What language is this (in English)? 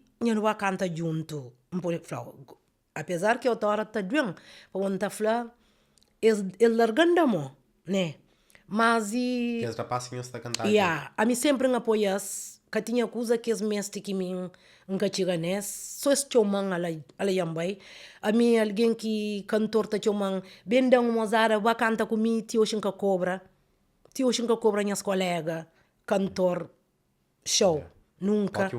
Kabuverdianu